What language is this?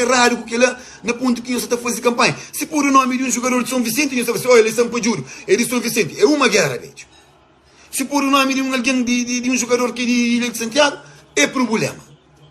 Kabuverdianu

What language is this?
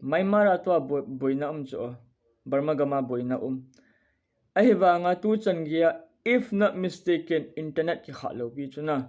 Thado Chin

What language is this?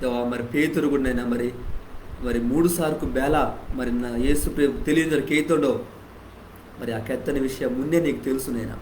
Koya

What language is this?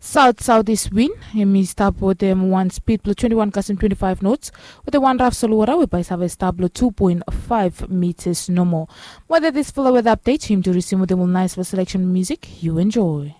Bislama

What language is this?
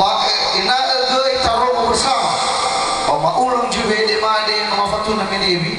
Nias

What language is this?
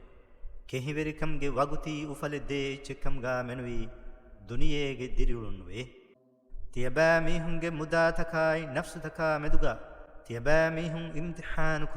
Divehi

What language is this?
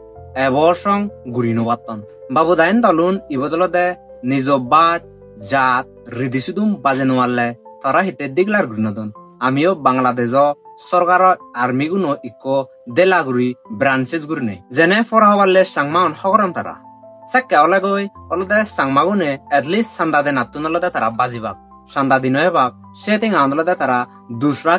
Chakma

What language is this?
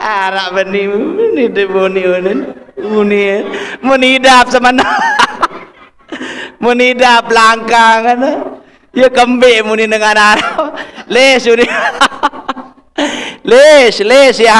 Sasak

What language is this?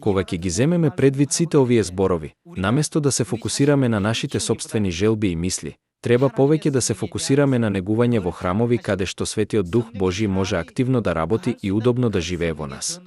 Macedonian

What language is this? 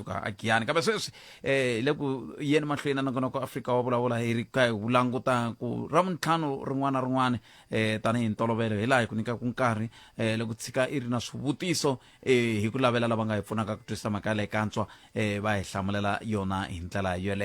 Tsonga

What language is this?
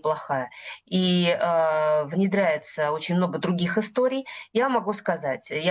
Russian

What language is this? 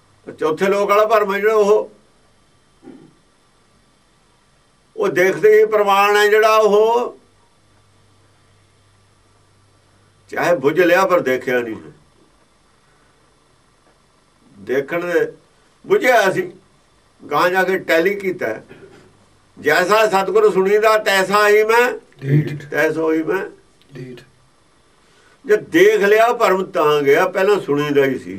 Punjabi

